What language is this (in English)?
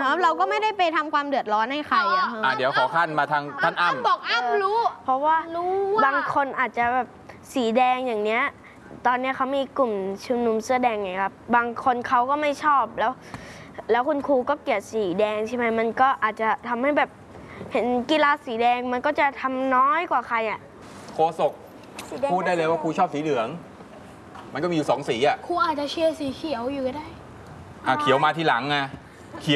Thai